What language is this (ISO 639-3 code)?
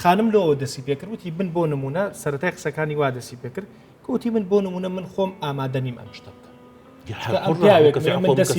ckb